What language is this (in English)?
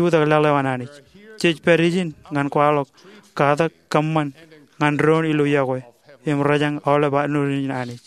Marshallese